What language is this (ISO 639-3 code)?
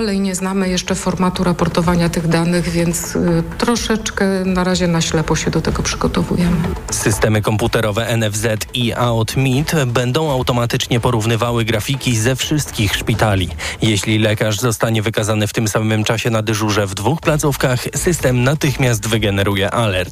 pol